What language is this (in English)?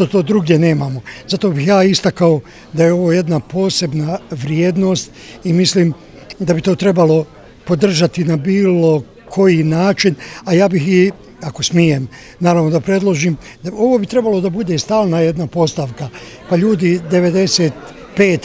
Bosnian